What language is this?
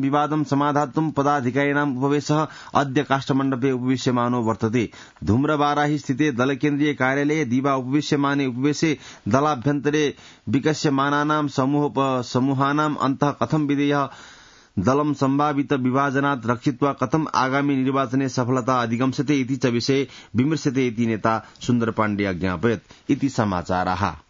Sanskrit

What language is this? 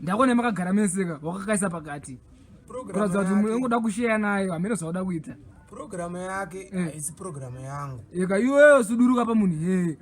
Shona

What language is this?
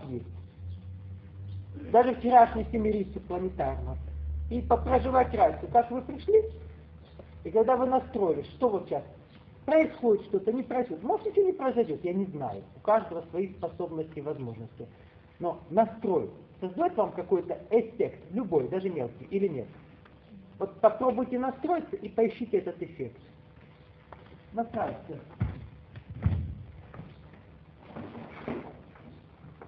Russian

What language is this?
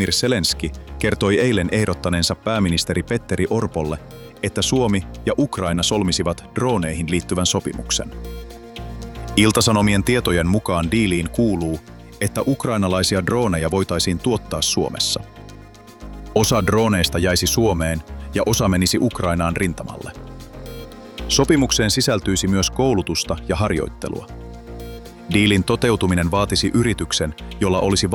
Finnish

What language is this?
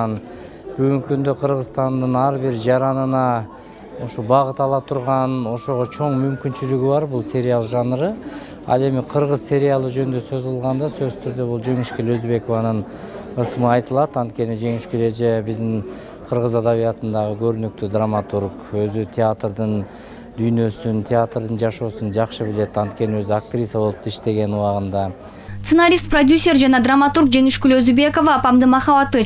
Kyrgyz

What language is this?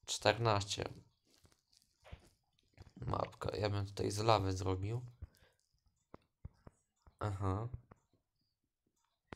Polish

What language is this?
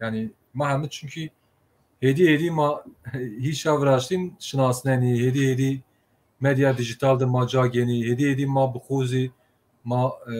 Zaza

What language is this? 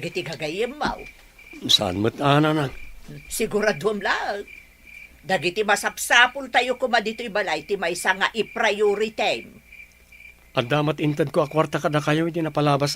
Iloko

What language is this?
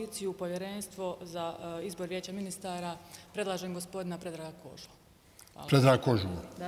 Bosnian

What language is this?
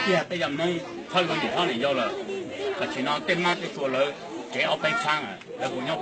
Hmong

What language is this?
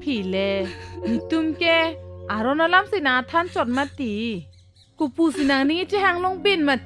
Karbi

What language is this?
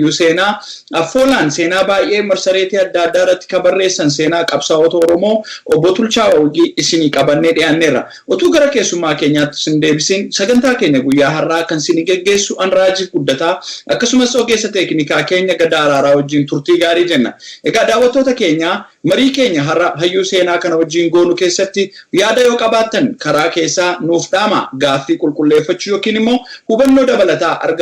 Oromo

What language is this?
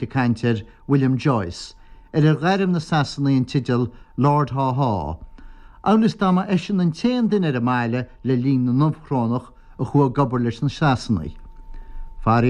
Irish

